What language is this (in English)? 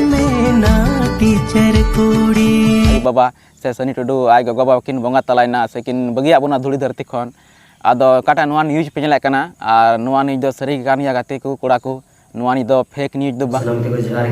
Santali